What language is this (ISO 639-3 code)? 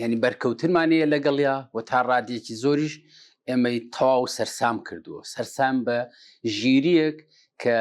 ckb